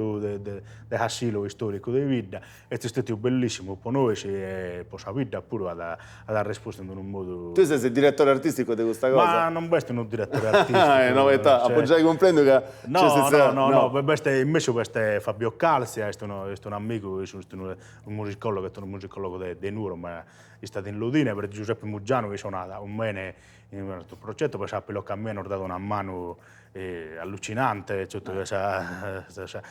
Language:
Sardinian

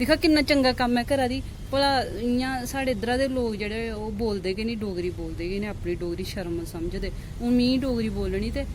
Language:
Dogri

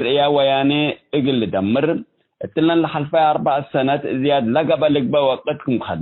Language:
Tigre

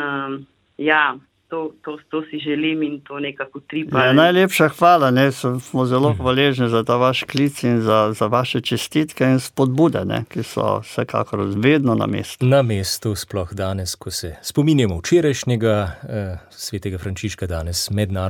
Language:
Slovenian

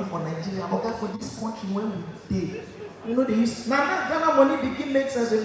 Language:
Nigerian Pidgin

